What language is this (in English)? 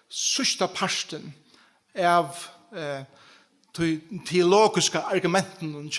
Faroese